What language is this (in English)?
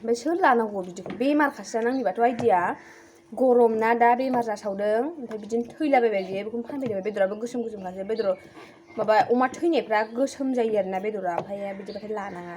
Bodo